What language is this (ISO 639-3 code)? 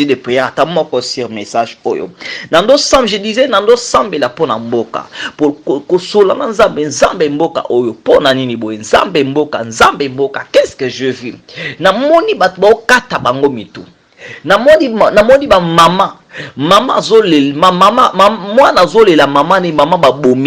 lin